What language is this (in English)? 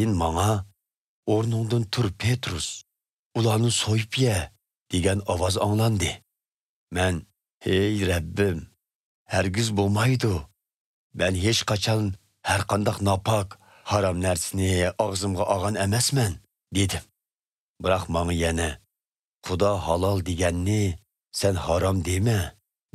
Uyghur